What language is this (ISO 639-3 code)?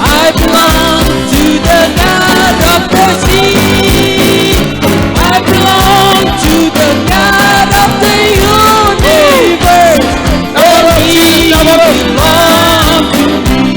mah